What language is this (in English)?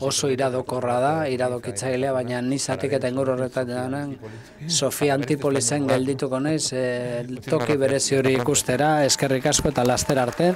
Basque